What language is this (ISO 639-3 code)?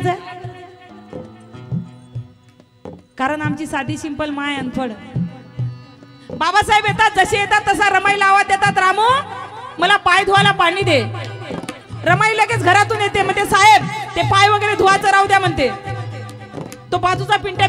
mar